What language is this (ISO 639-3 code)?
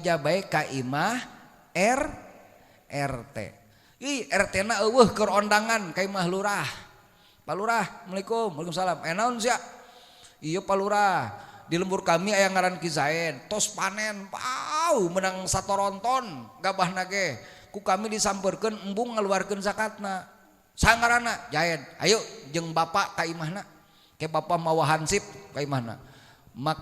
sun